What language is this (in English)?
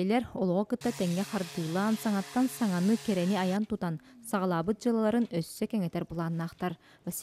Yakut